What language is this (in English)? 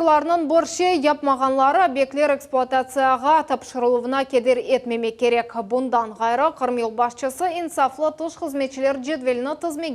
Crimean Tatar